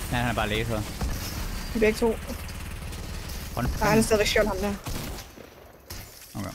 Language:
Danish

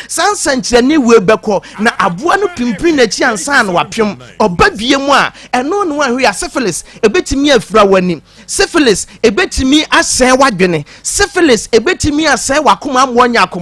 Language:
Akan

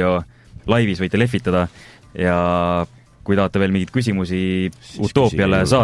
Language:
Estonian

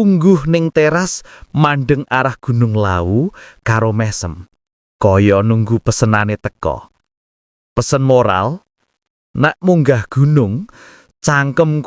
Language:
Javanese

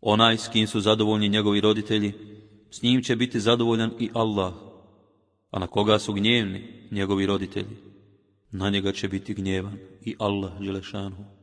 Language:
Bosnian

